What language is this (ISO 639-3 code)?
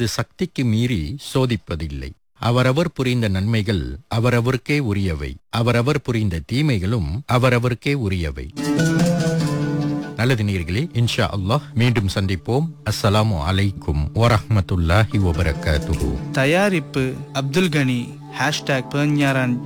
tam